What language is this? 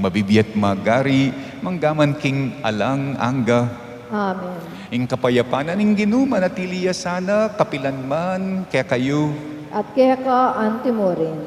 Pampanga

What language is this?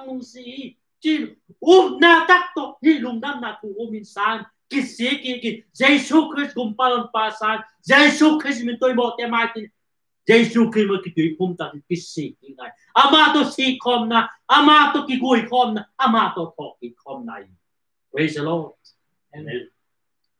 Tedim Chin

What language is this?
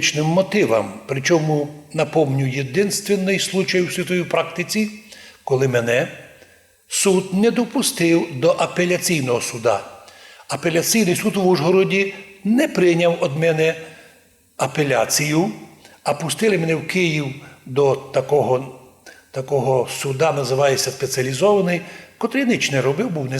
Rusyn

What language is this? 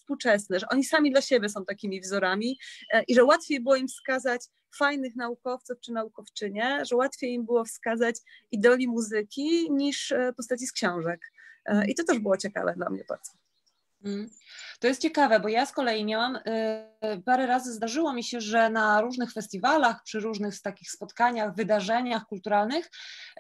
Polish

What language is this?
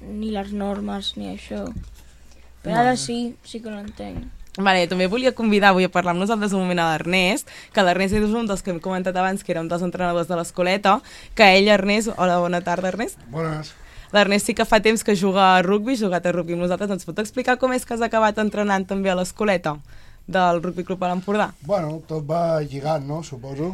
Catalan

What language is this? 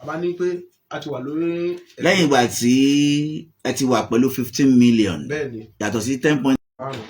Yoruba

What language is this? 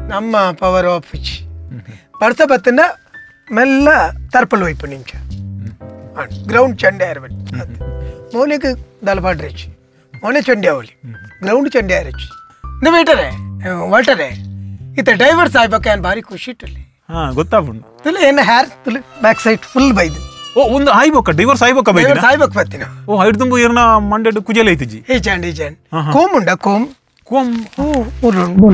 Tulu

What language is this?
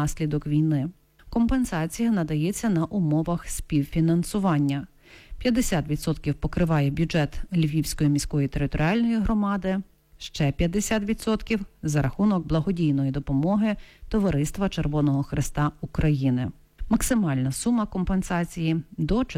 Ukrainian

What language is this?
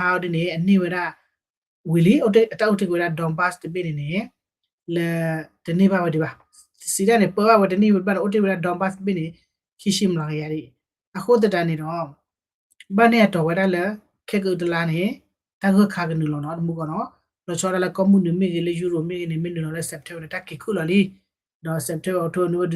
S'gaw Karen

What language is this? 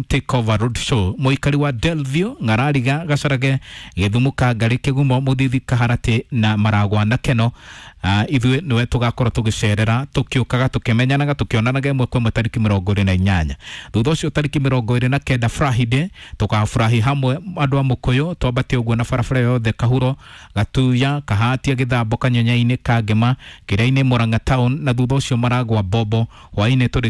Kikuyu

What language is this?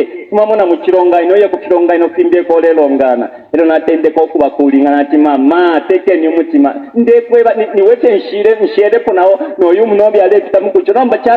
Bemba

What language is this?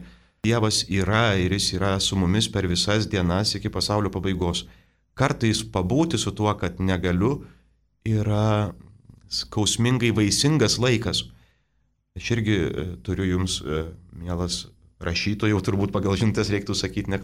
Lithuanian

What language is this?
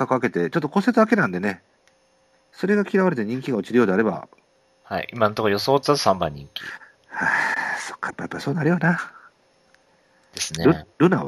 Japanese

